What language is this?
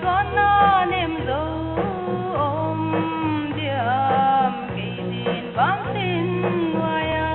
Paite Chin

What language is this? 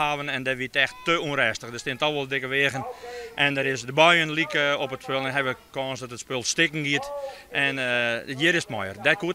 Western Frisian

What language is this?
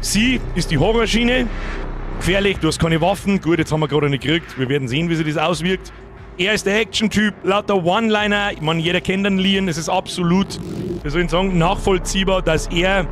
Bavarian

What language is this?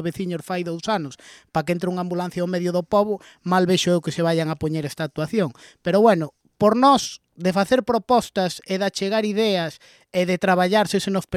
Galician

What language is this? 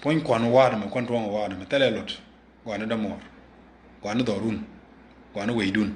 Nuer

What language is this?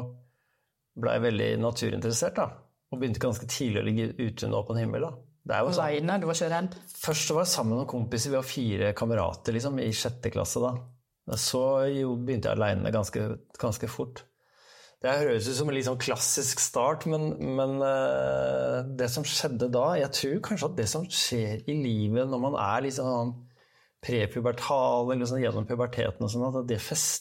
Norwegian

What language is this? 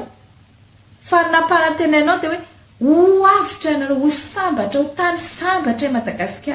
Malagasy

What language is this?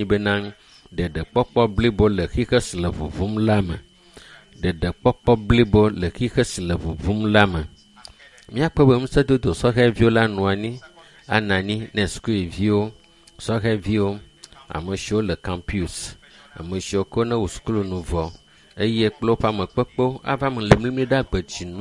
Ewe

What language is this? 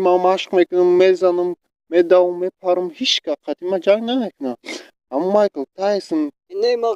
Tajik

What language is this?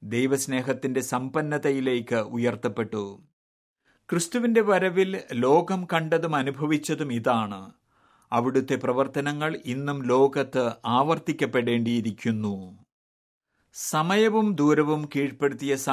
Malayalam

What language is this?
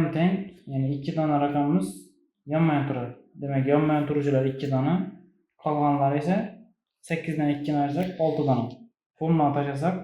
Uzbek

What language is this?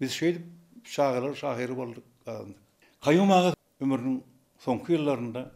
Turkmen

